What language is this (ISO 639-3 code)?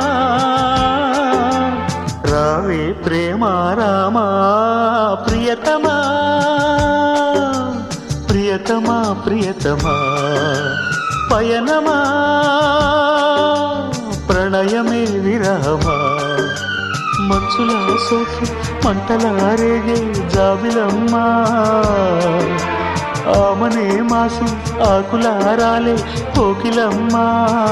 tel